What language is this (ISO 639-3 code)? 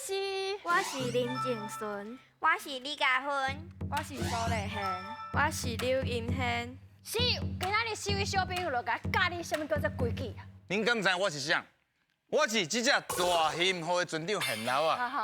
nan